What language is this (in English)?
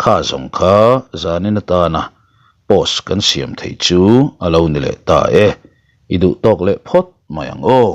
Mizo